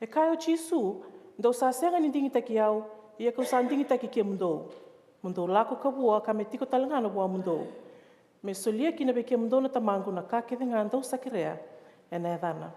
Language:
Fijian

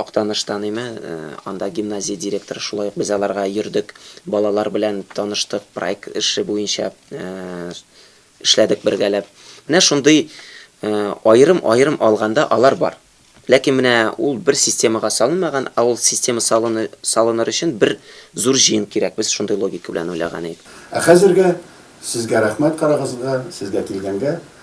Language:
Tatar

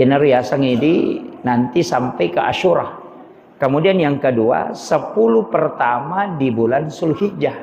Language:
Buginese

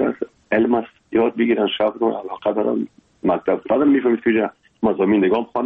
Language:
Persian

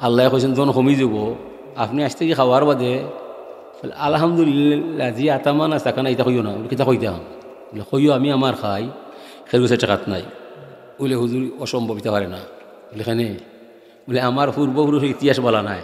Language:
Sylheti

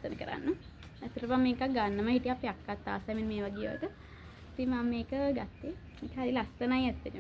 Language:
Sinhala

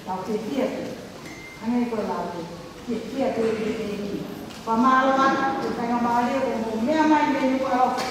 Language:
Tongan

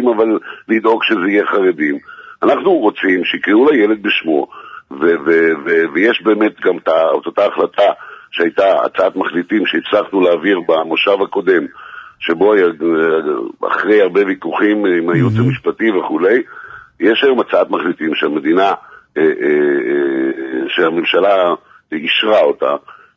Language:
Hebrew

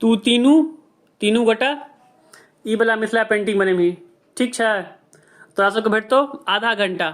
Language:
Maithili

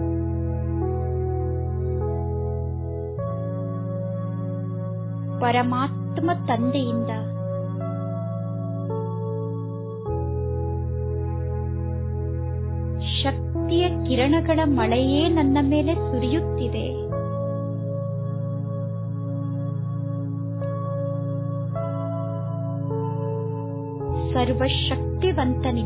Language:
Kannada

